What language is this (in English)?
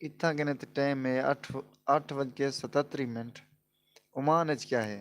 Saraiki